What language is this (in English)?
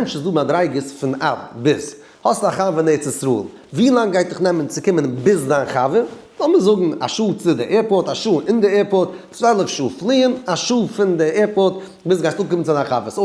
Yiddish